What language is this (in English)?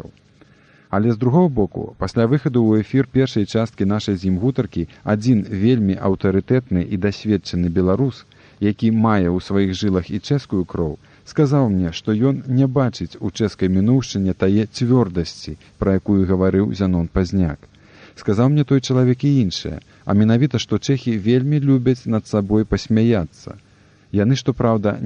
Belarusian